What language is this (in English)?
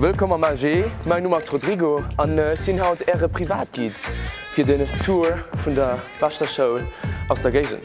Luxembourgish